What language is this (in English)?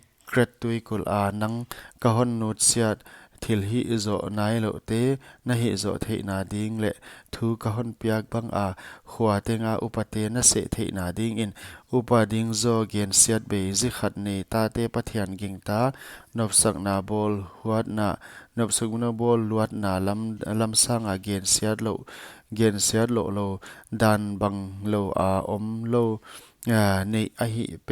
Paite Chin